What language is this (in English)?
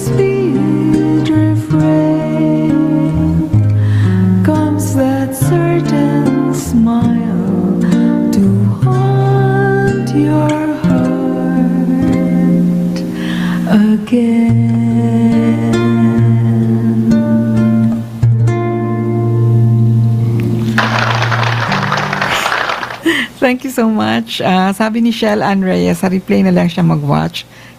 Filipino